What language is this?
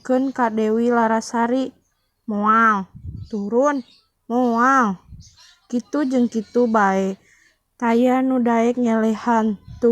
Sundanese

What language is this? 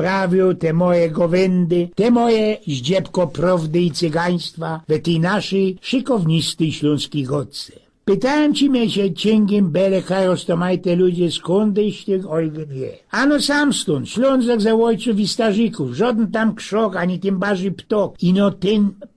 Silesian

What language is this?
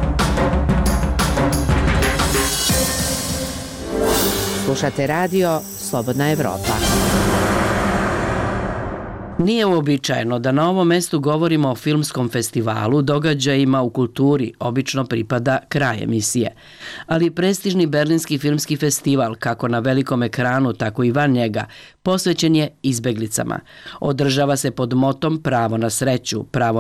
Serbian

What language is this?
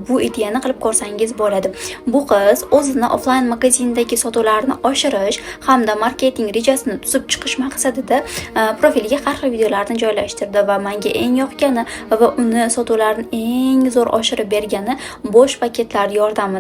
Uzbek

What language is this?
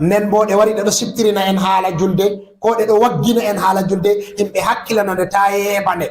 Fula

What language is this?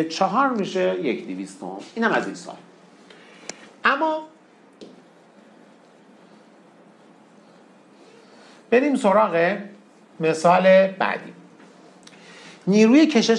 Persian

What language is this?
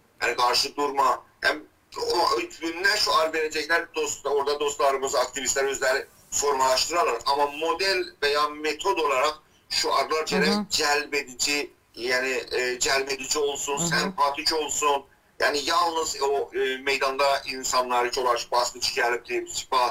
South Azerbaijani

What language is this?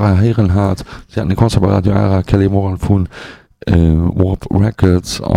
Luxembourgish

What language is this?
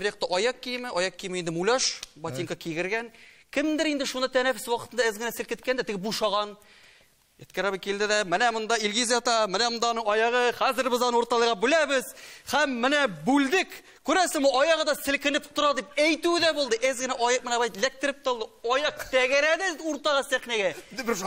Tatar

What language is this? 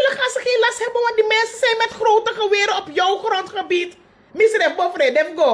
Sranan Tongo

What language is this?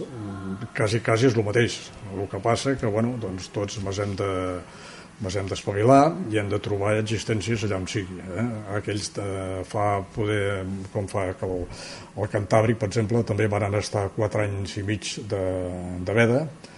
Catalan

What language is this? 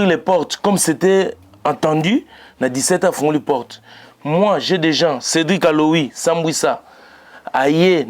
Lingala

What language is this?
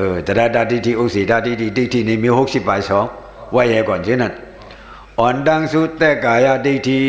Shan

